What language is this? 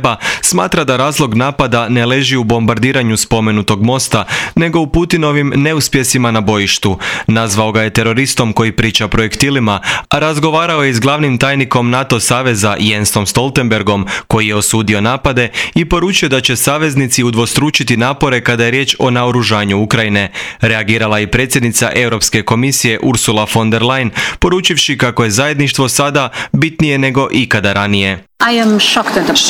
Croatian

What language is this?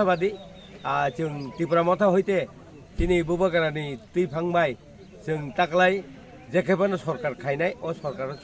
Kok Borok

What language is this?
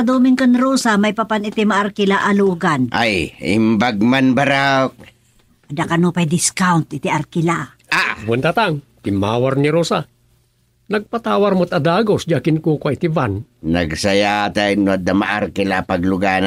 Iloko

